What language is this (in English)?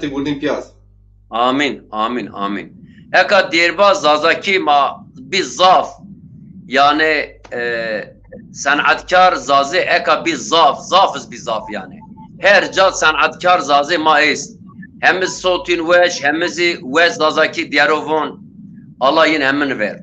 Zaza